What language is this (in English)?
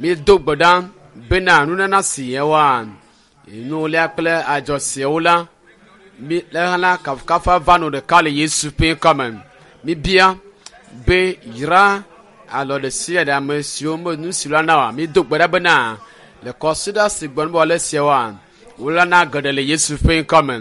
Ewe